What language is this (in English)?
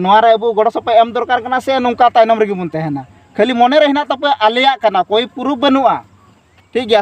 Santali